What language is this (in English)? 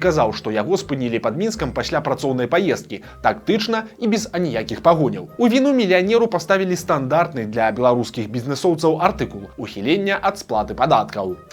Belarusian